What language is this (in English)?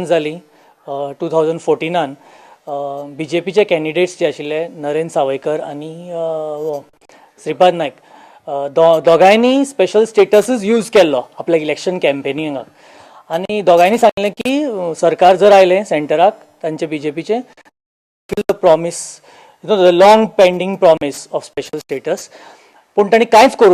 Konkani